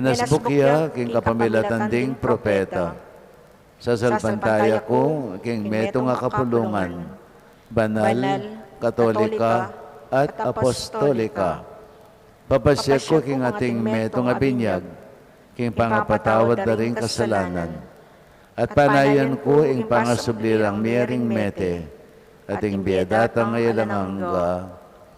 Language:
Pampanga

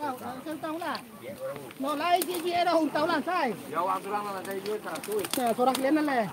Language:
Minangkabau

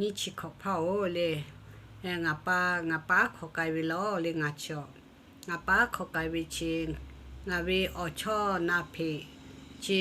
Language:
Lahu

